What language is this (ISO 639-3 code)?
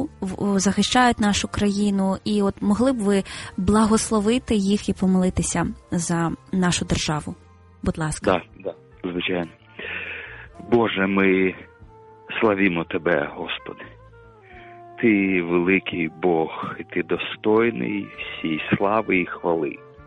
ukr